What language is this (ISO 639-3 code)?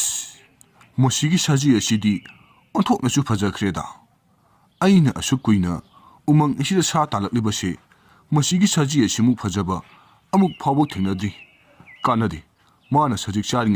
mni